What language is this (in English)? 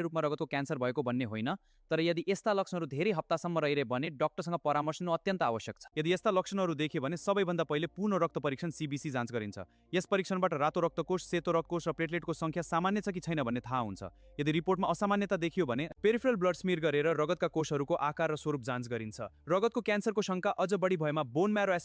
Nepali